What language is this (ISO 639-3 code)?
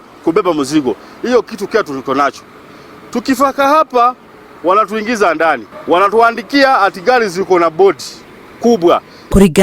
kik